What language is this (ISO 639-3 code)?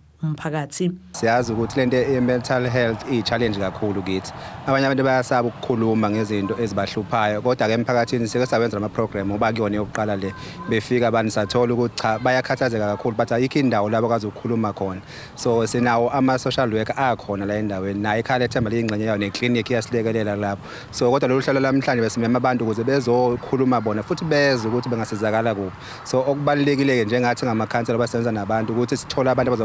zul